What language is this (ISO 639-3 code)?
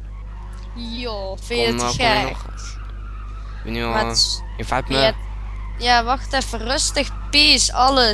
nld